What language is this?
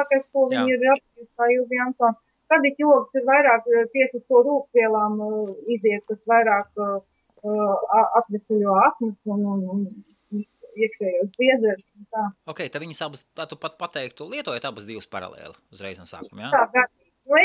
Latvian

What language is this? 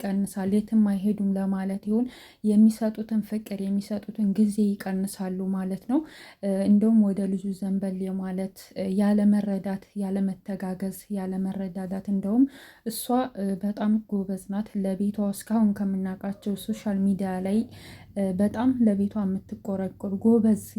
Amharic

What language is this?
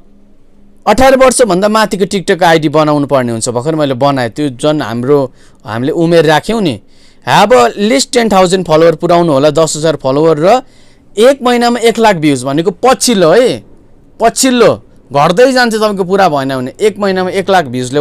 Nepali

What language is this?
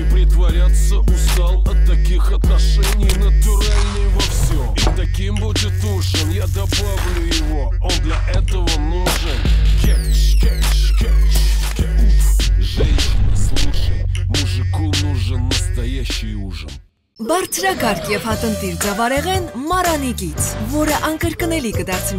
Armenian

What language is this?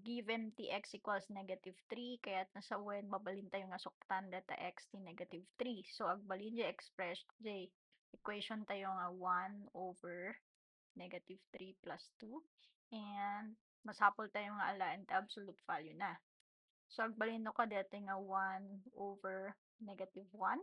Iloko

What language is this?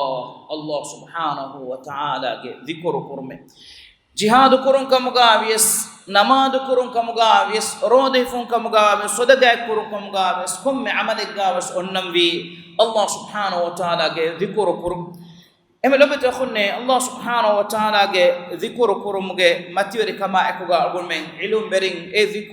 Divehi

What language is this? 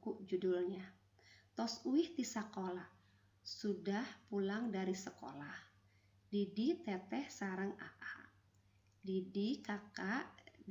Sundanese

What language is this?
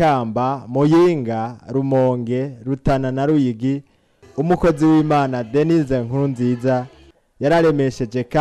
Rundi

